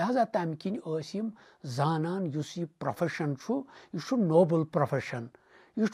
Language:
Kashmiri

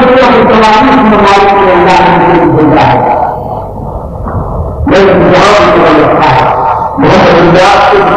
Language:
Urdu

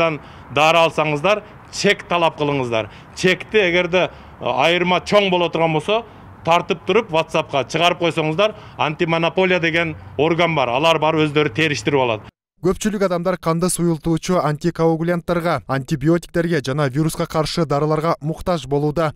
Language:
Kyrgyz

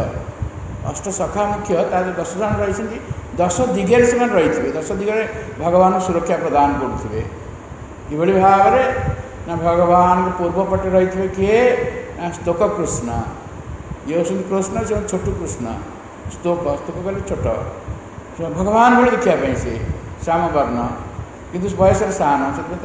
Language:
Odia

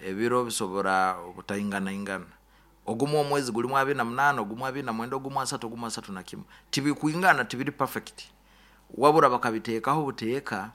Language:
Nyoro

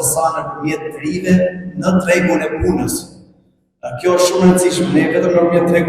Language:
Albanian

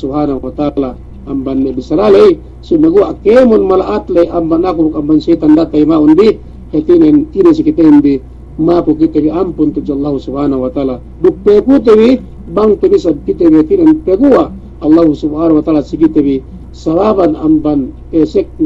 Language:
Yakan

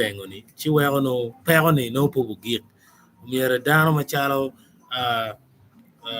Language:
Acoli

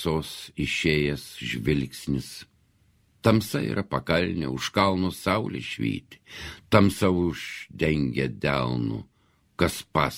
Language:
Lithuanian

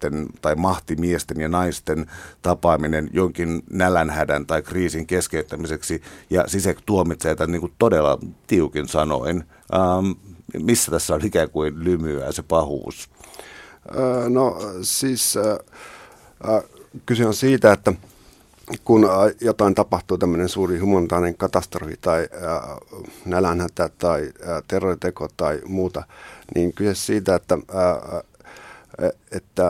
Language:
Finnish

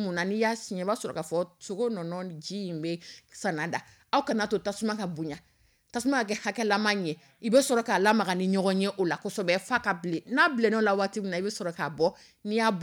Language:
Dyula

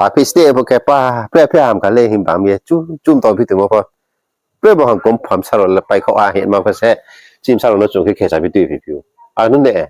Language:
Riang (India)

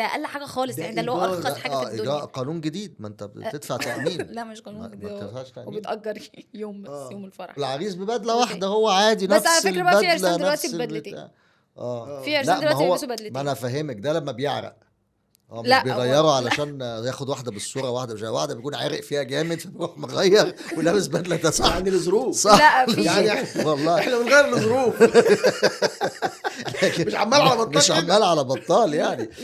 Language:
Egyptian Arabic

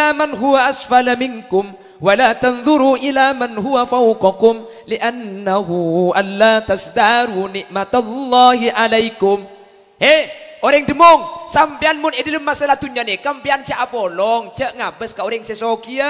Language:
Madurese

